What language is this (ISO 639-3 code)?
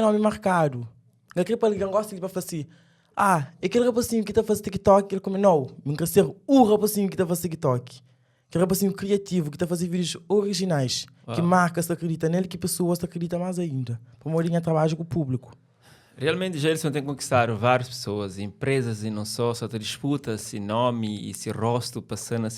kea